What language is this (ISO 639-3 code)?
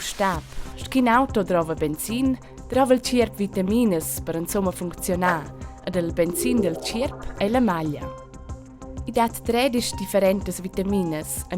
roh